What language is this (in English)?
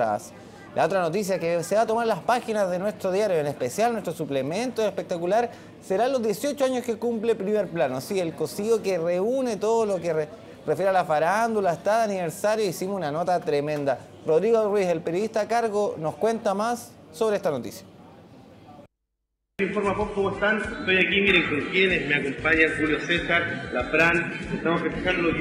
Spanish